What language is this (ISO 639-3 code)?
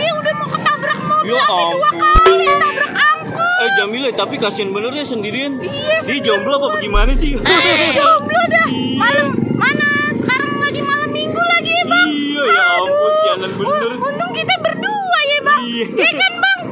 bew